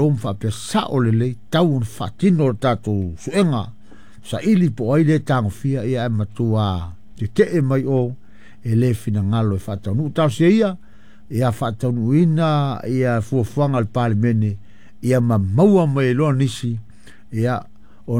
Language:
Samoan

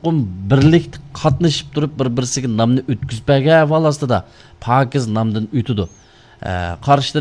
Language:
Uyghur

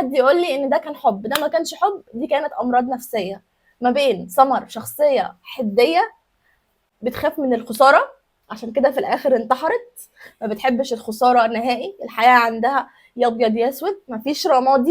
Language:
Egyptian Arabic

